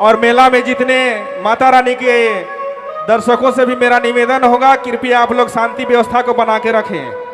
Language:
Sadri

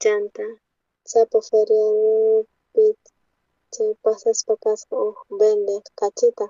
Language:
South Bolivian Quechua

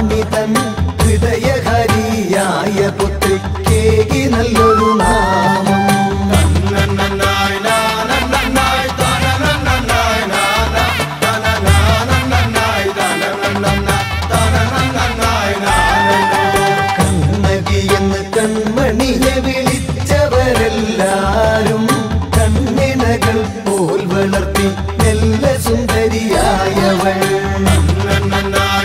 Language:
Malayalam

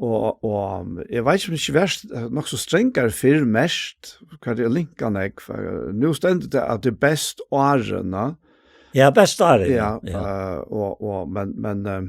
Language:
Faroese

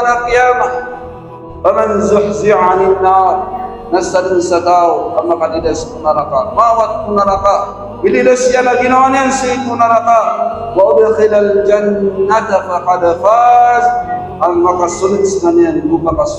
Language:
Maranao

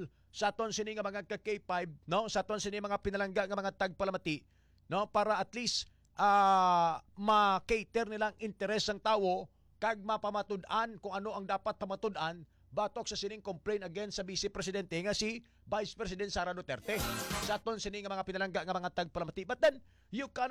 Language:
Hiligaynon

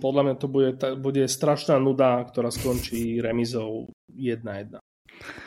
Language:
Slovak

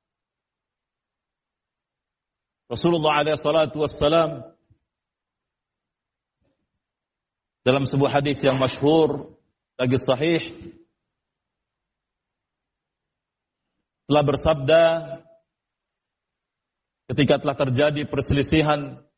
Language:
Indonesian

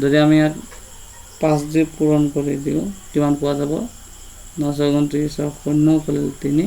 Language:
Assamese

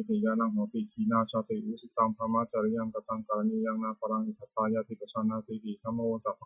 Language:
Pali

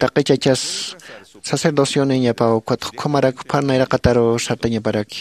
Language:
Aymara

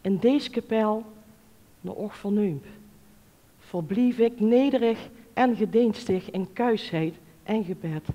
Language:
Limburgish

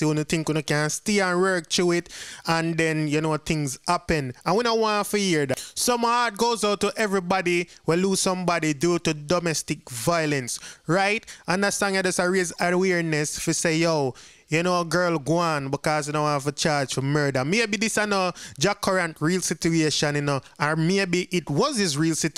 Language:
Jamaican Creole English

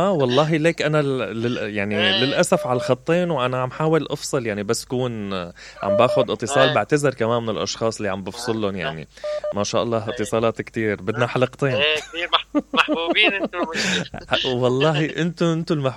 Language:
Mesopotamian Arabic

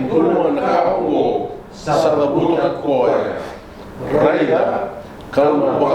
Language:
Fijian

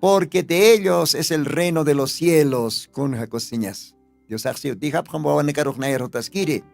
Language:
Aymara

